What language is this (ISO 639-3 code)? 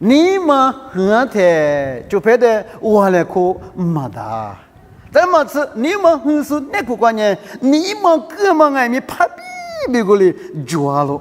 lis